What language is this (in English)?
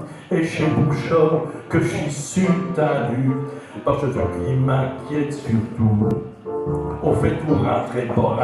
Picard